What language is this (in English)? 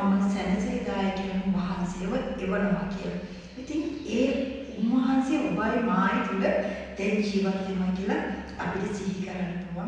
Sinhala